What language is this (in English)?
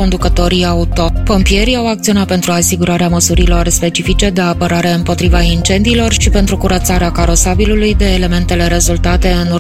Romanian